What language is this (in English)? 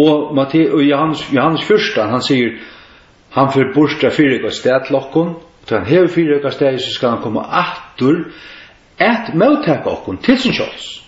Faroese